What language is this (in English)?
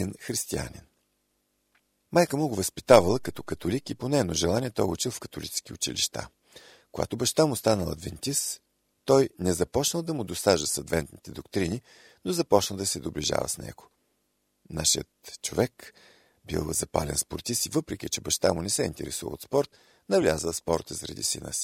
Bulgarian